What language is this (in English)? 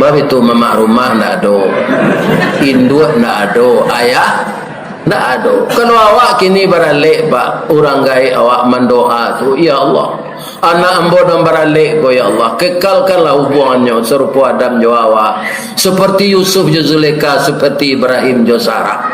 Minangkabau